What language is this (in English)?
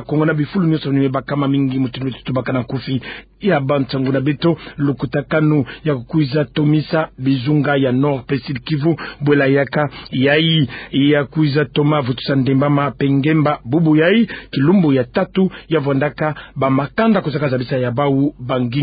Kituba (Democratic Republic of Congo)